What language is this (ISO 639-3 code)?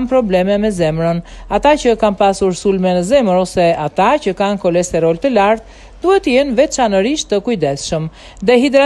sqi